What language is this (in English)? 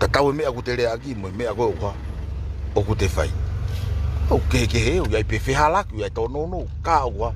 Tongan